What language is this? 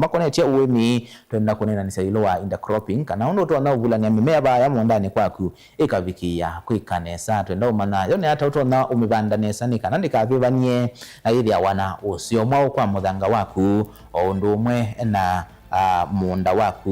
Kamba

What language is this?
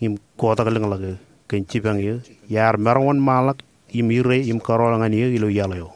Marshallese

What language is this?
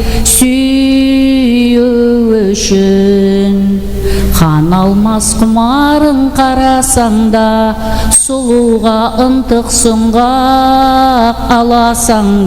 Kara-Kalpak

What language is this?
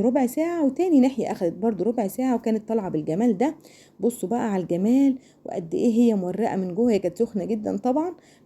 Egyptian Arabic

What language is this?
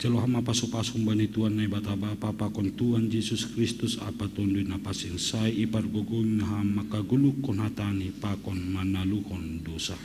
Batak Simalungun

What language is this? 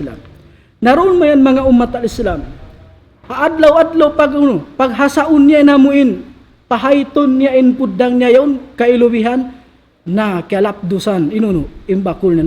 Tausug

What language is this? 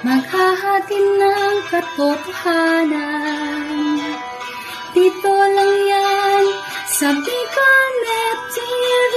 Bikol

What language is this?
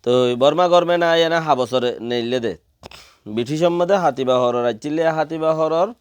Rohingya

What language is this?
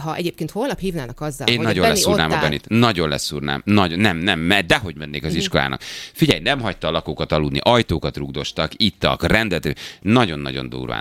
Hungarian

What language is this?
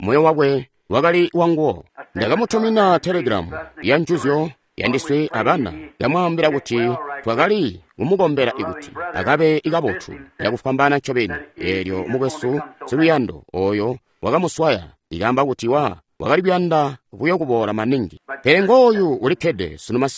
Tonga (Zambia)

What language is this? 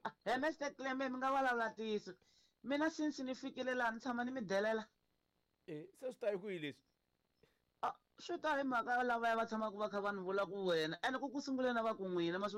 Tsonga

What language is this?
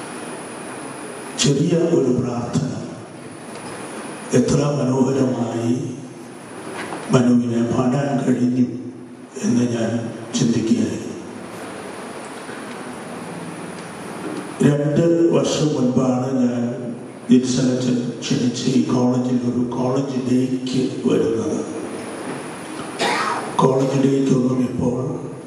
Malayalam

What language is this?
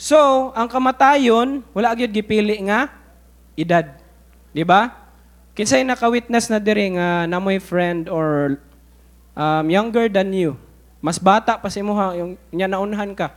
Cebuano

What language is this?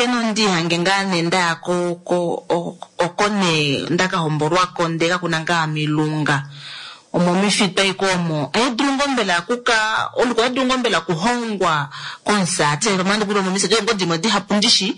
Kuanyama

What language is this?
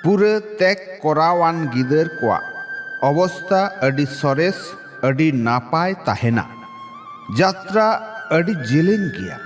Santali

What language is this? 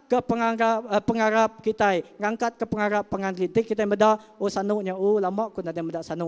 Iban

